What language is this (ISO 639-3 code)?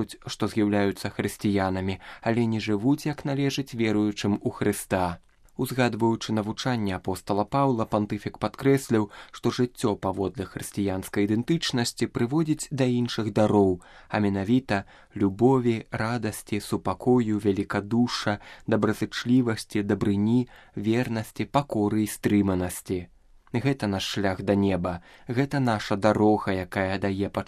bel